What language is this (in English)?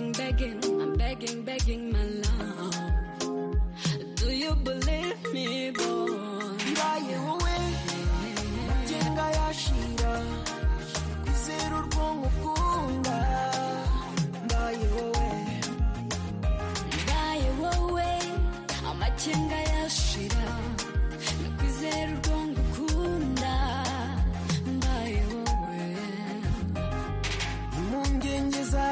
Kinyarwanda